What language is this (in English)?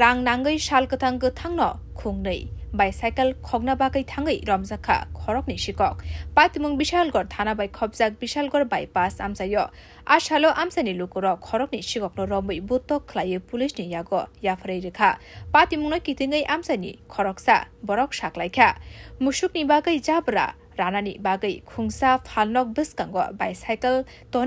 Kok Borok